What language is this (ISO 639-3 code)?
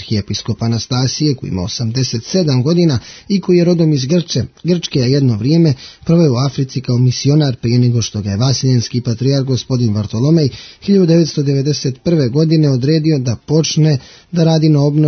srp